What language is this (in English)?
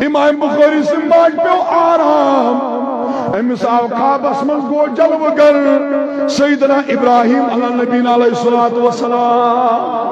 Kashmiri